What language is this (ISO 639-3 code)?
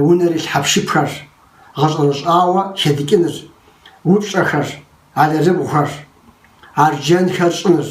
kbd